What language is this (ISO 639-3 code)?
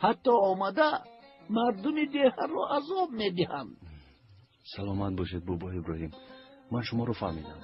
tgk